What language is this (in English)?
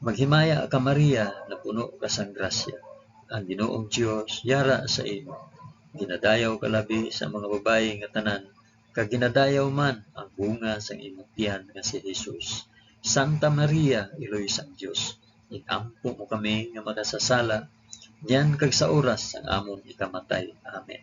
Hiligaynon